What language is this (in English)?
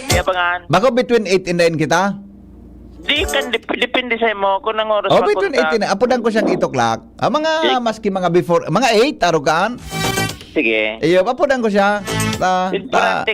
Bikol